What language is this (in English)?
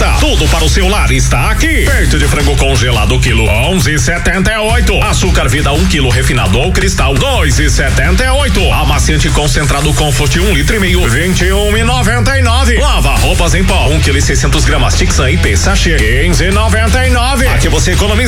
Portuguese